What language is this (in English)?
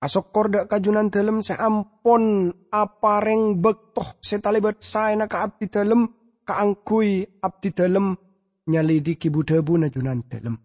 Madurese